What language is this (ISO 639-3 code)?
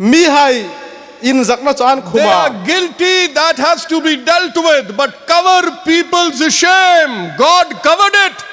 hmr